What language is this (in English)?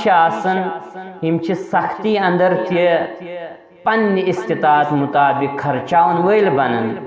Kashmiri